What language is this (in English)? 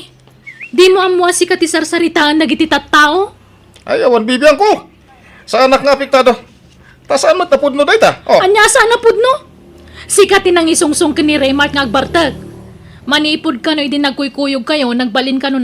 Iloko